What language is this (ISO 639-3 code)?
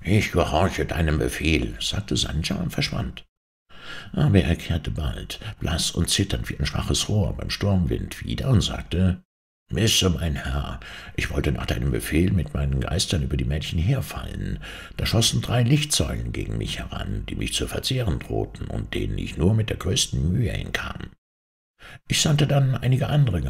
deu